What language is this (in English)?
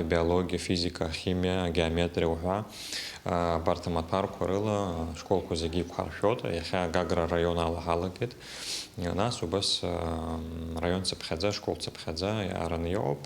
Abkhazian